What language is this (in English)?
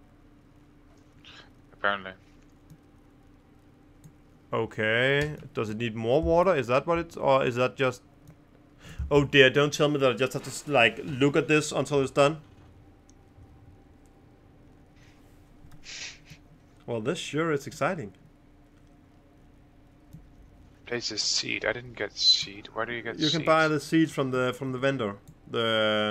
English